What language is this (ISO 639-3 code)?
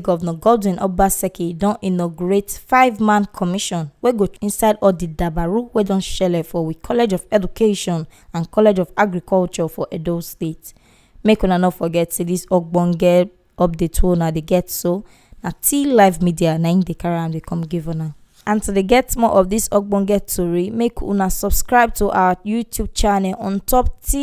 pcm